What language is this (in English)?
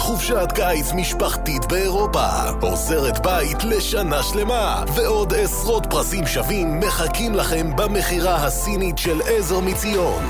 Hebrew